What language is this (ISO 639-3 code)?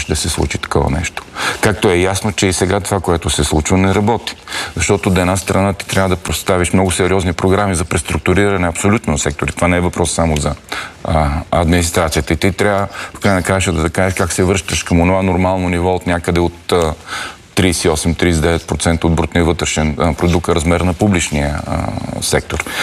bul